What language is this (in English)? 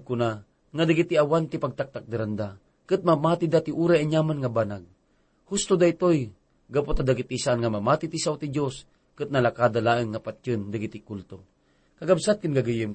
Iloko